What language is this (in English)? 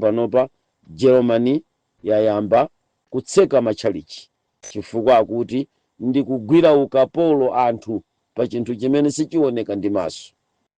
Nyanja